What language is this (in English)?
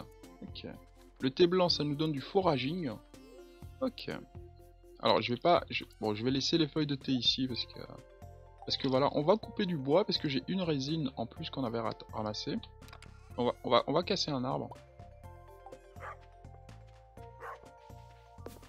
French